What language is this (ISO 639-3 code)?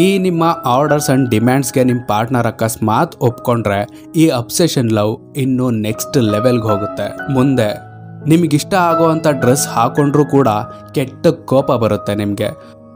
kan